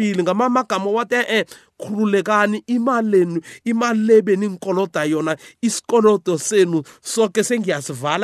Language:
South Ndebele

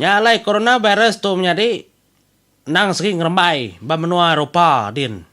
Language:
Iban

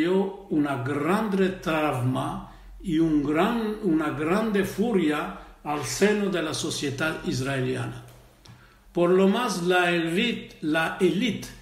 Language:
Ladino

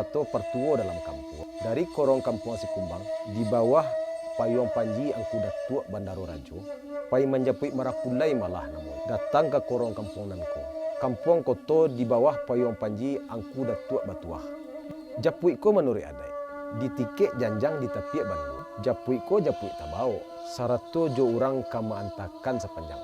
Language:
Minangkabau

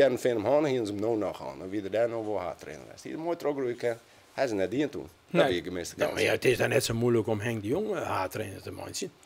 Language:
Western Frisian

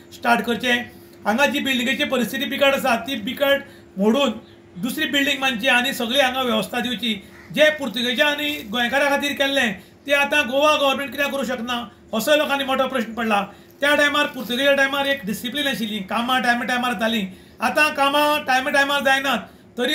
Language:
Konkani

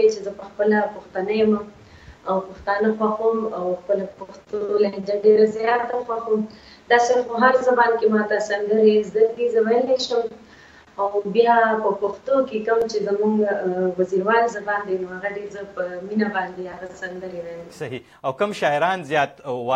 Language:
Pashto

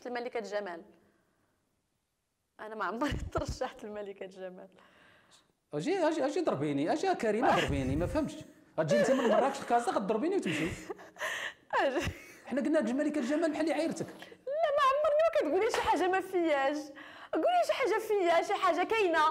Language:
Moroccan Arabic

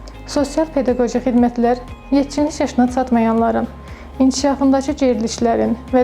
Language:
Azerbaijani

